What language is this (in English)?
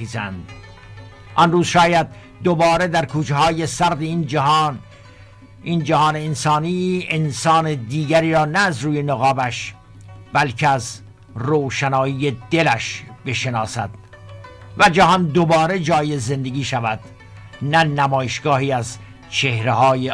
Persian